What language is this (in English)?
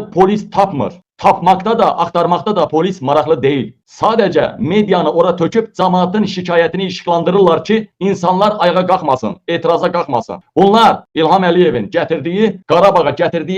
Azerbaijani